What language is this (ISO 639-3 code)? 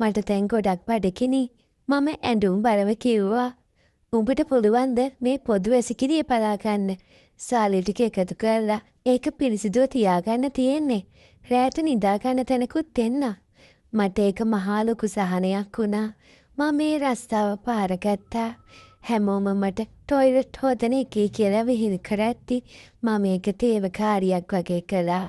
sin